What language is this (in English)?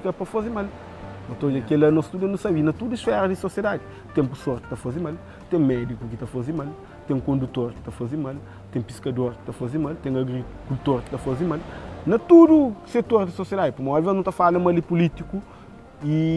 Kabuverdianu